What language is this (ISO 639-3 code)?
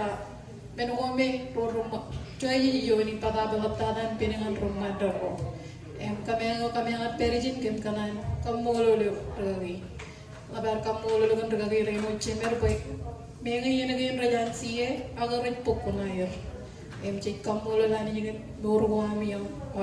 mah